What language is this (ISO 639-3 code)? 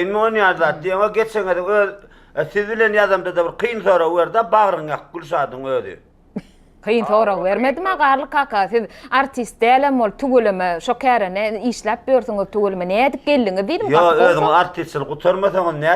tuk